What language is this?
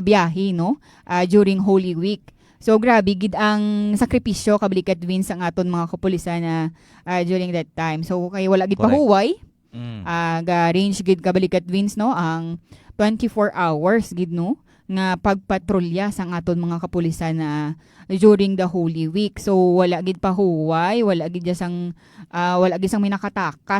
Hiligaynon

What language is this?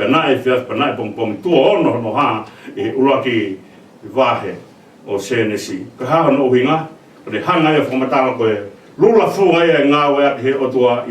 Tongan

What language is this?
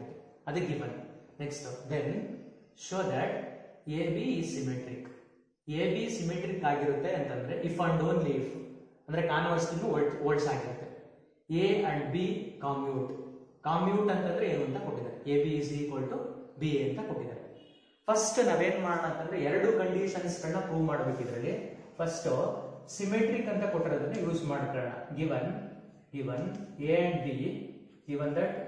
Kannada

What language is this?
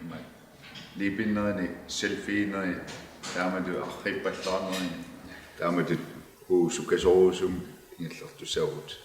Kalaallisut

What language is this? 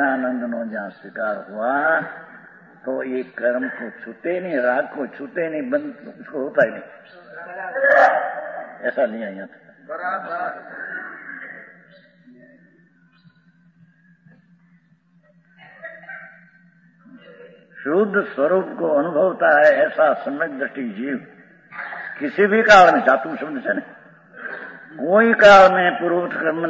Hindi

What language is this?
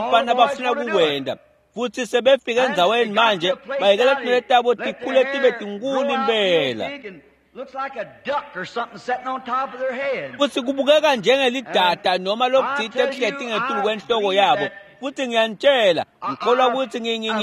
Swati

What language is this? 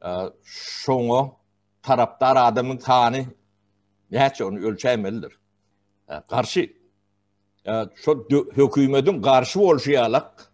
Turkmen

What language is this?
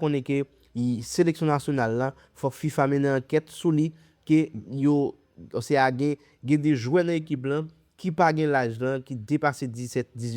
Haitian Creole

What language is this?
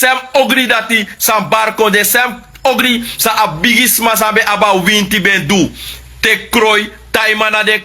Sranan Tongo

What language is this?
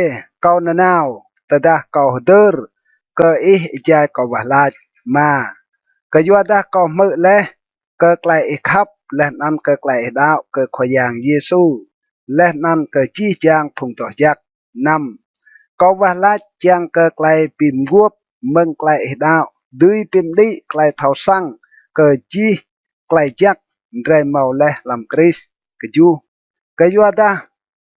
Rade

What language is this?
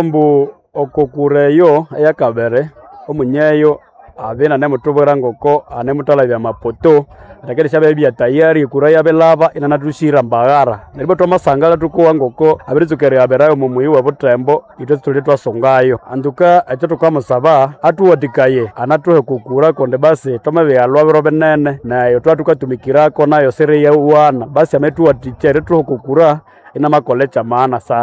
Nande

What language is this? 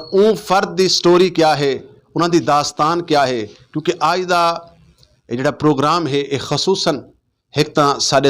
Western Panjabi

